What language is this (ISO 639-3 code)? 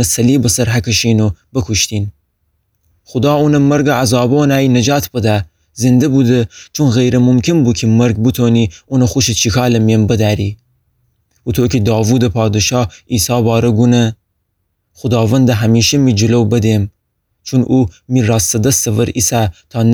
glk